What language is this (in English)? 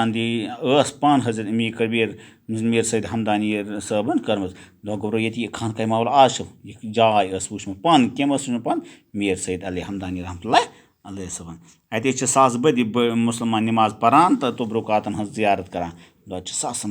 Kashmiri